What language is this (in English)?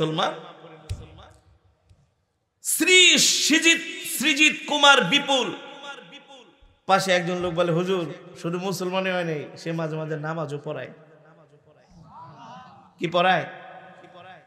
Bangla